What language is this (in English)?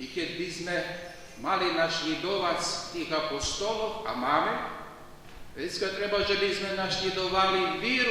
Rusyn